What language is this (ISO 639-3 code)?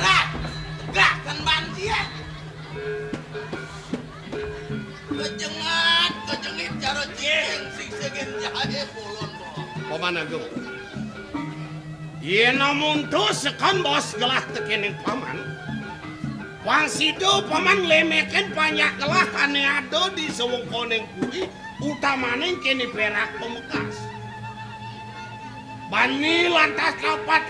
ban